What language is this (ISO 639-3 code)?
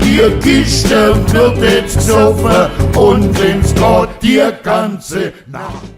swg